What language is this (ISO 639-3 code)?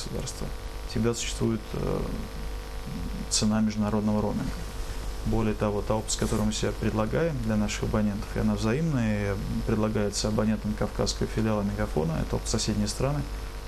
rus